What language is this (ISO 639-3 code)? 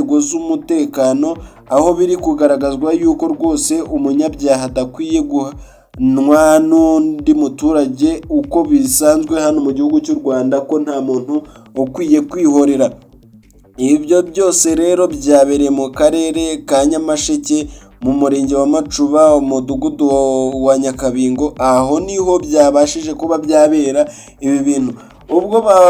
kin